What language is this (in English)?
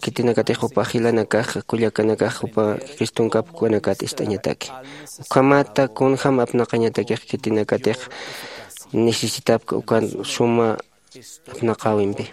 Aymara